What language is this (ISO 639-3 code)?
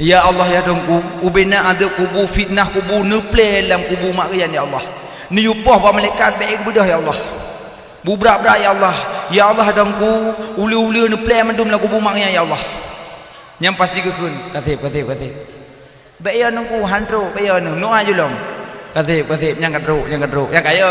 ace